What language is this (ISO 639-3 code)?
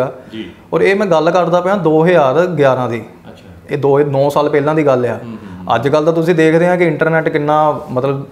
pan